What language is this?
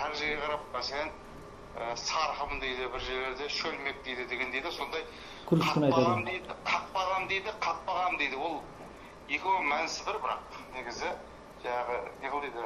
Kara-Kalpak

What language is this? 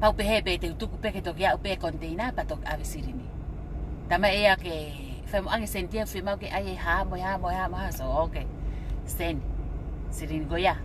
Tongan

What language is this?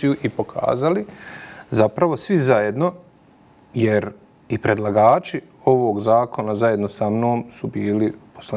Bosnian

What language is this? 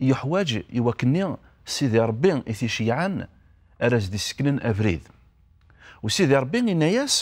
Kabyle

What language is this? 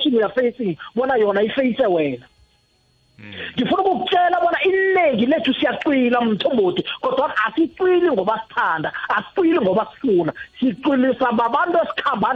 South Ndebele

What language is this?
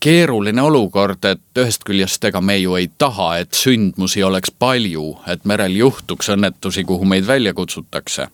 Estonian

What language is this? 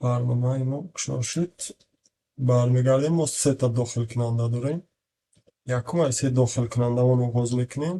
Tajik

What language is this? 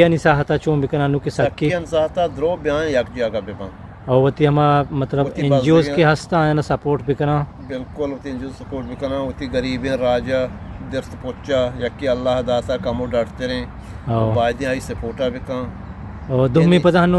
Eastern Balochi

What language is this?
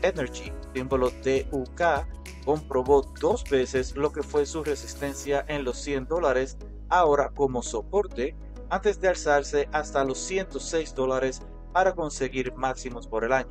Spanish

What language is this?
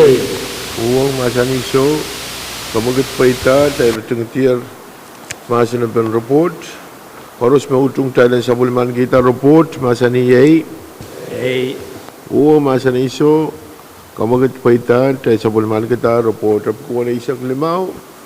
Pohnpeian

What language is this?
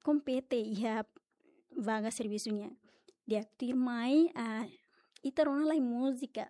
Tetum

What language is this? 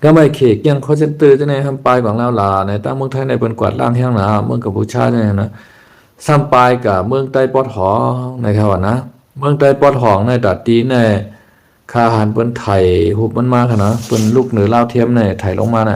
Shan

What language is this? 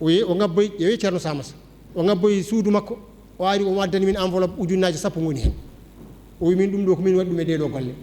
Fula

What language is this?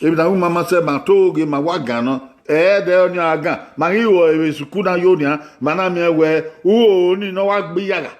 Bini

